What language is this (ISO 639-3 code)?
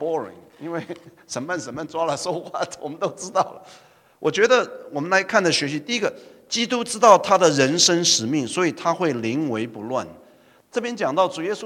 zho